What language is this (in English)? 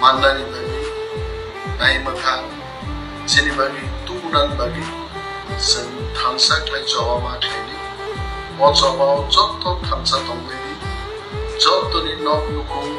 Kok Borok